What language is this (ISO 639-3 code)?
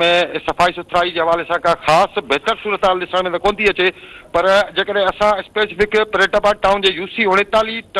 snd